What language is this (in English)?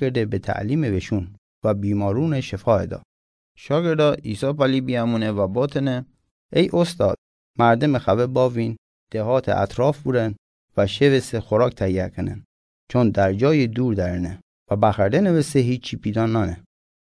Gilaki